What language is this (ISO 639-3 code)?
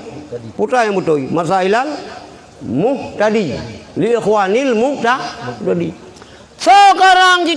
ace